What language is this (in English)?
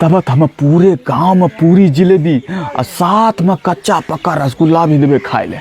Angika